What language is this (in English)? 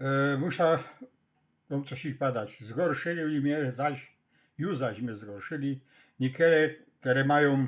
Silesian